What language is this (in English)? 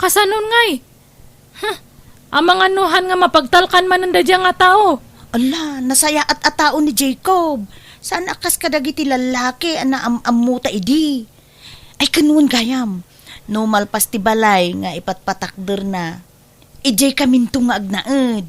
Iloko